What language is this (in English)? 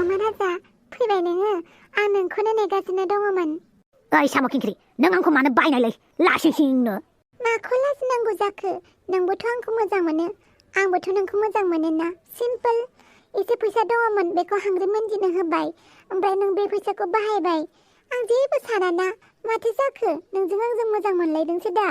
Bodo